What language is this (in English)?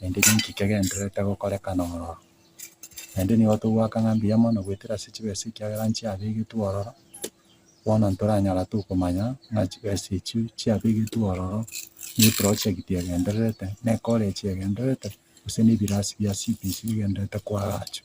Gusii